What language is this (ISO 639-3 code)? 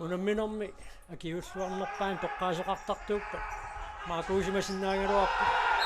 kal